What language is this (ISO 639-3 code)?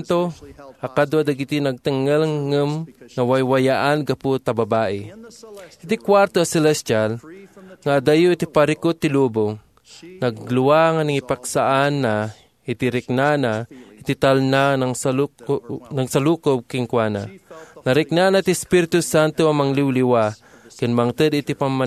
ilo